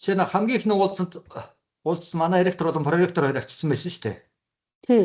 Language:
Mongolian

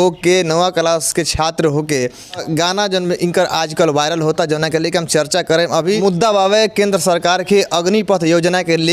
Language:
Bhojpuri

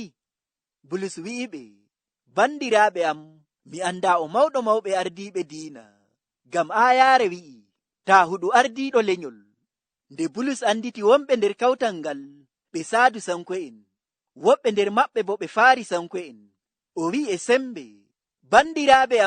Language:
Nigerian Fulfulde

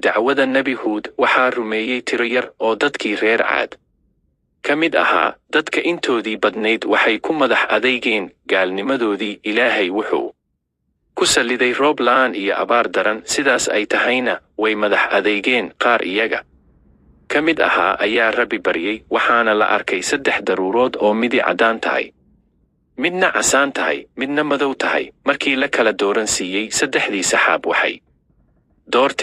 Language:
Somali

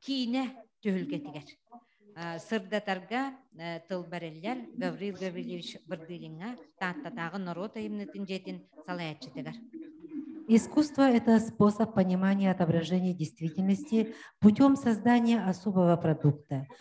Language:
Yakut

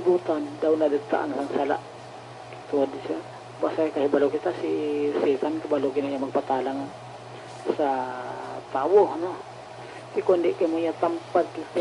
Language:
Hiligaynon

